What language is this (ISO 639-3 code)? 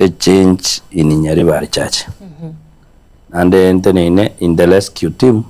guz